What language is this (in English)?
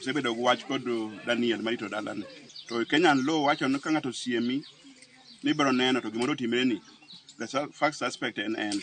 Luo (Kenya and Tanzania)